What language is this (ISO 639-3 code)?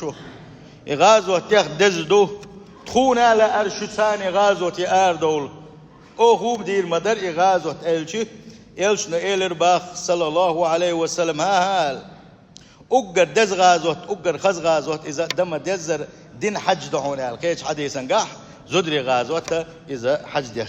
che